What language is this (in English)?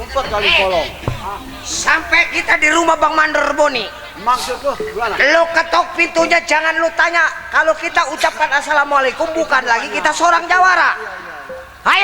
Betawi